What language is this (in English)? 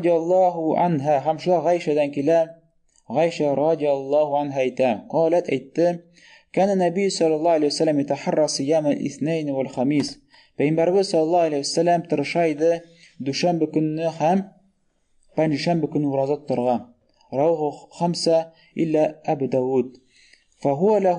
Tatar